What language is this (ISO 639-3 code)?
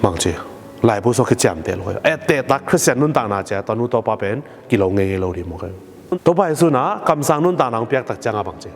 ctd